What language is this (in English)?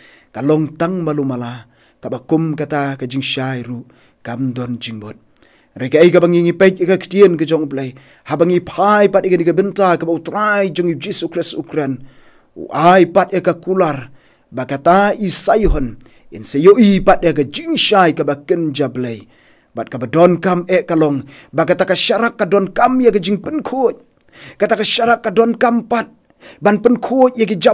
Khasi